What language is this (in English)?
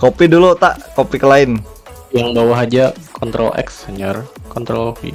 Banjar